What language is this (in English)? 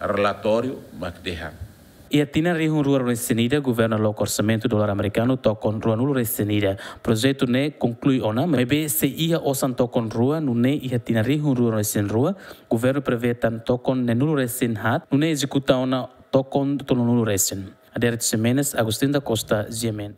Tetum